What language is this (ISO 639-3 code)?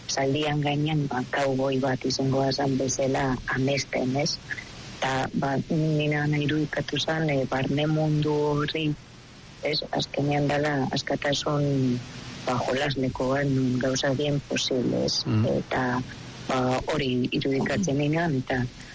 eus